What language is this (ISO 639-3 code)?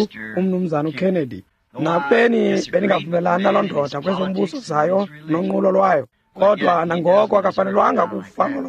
xho